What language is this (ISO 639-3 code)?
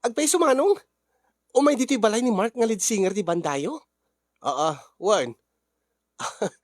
ilo